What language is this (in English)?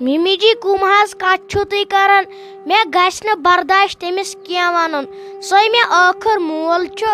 Kashmiri